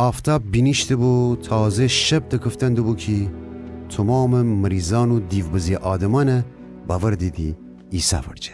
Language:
Gilaki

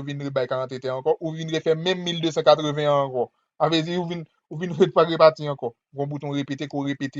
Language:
Haitian Creole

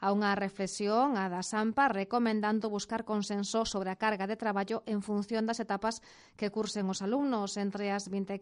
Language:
Galician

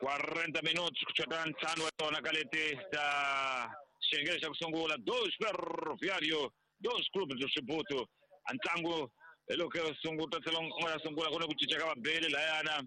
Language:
Tsonga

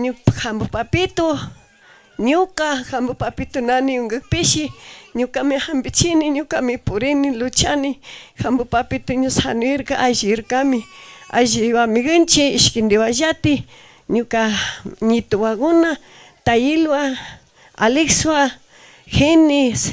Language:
Chimborazo Highland Quichua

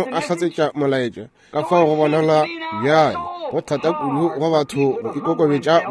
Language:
Northern Sotho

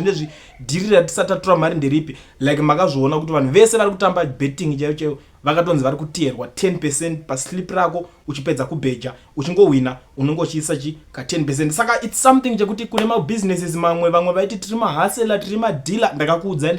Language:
Shona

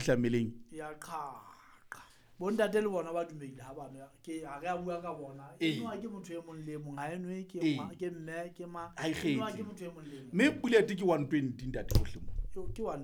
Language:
Southern Sotho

